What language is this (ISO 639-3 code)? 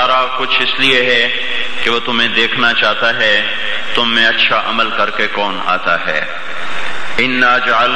urd